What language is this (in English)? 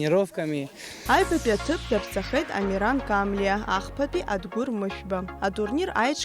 Abkhazian